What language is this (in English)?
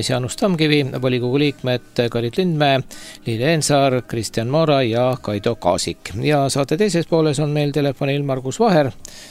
Estonian